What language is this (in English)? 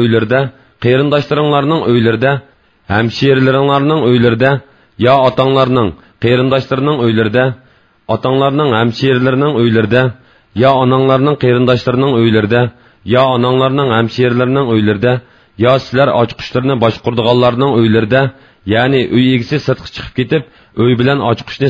Uyghur